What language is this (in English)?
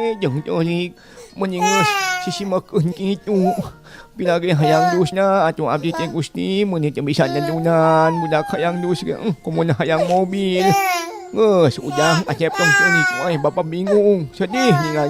Sundanese